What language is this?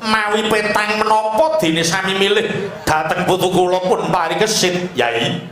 Javanese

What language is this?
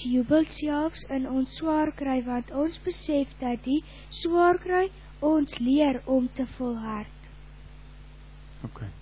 Afrikaans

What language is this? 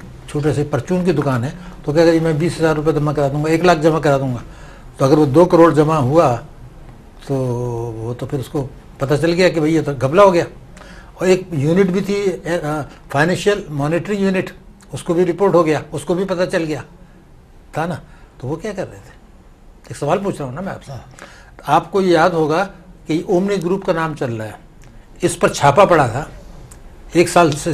Urdu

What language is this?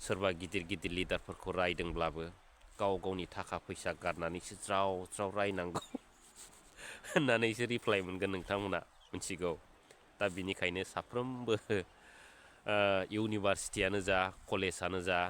Bodo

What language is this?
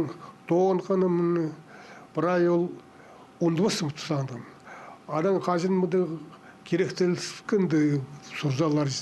Khakas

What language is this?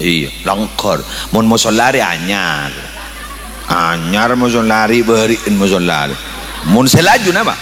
Madurese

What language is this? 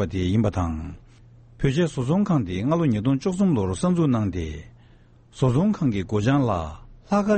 Tibetan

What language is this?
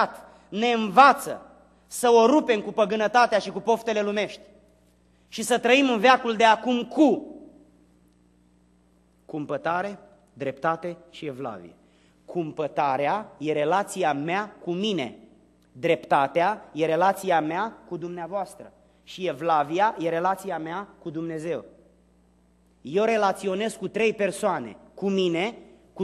Romanian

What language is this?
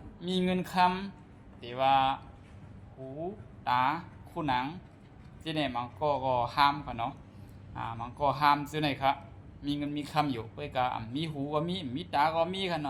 Shan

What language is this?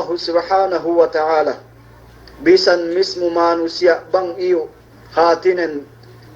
Yakan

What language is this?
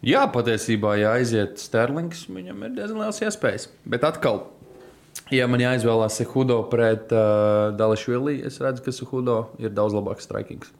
Latvian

